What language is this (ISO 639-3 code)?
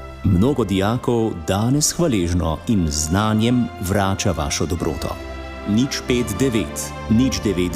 slv